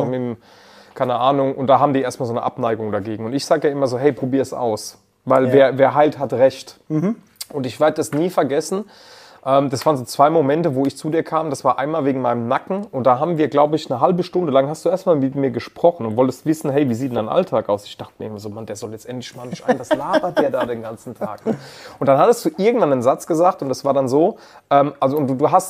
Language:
German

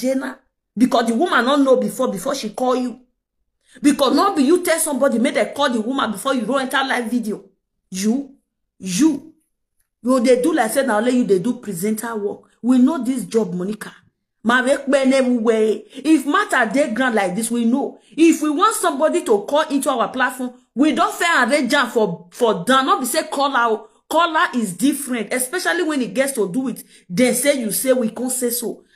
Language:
Nigerian Pidgin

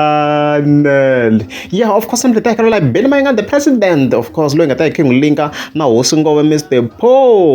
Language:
Tsonga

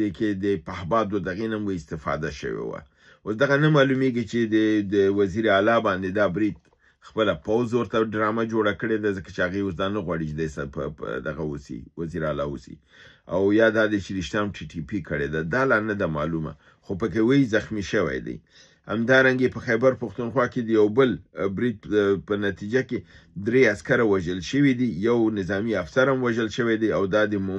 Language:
Pashto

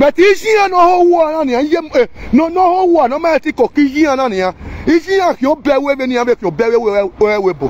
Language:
Nigerian Pidgin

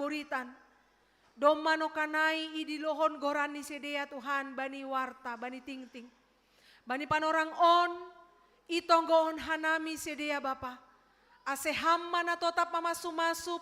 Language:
Batak Simalungun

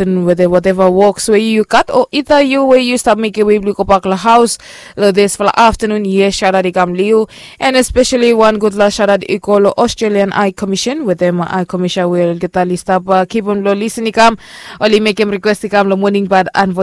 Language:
Bislama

